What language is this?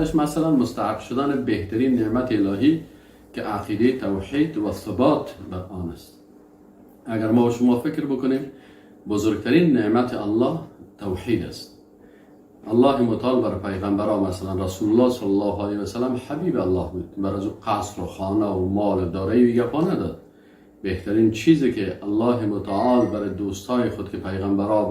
Persian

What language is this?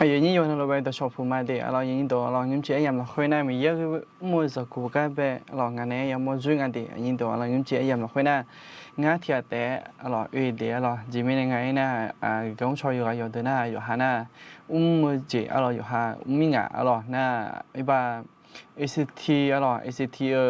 Akha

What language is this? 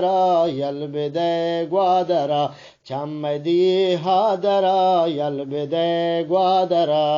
Eastern Balochi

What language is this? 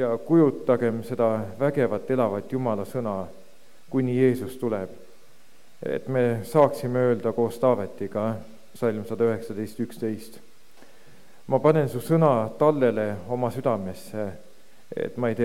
Estonian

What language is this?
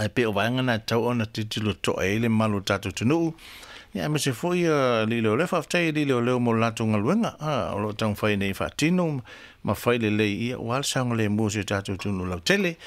Samoan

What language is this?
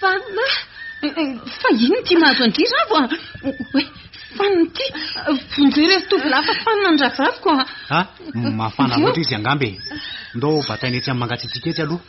Malagasy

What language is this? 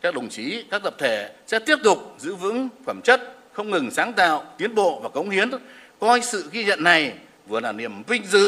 Vietnamese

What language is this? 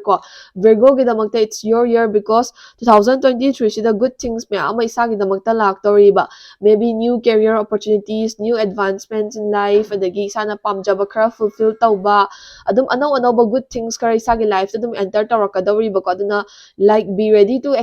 Manipuri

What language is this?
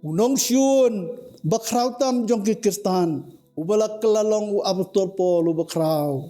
Khasi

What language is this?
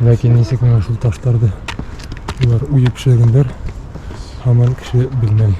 Bashkir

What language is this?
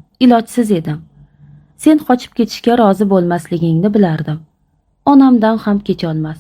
Uzbek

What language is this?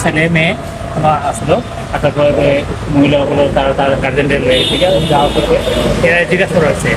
Sylheti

